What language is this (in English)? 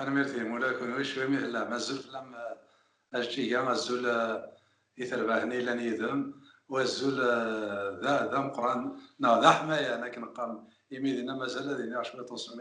Kabyle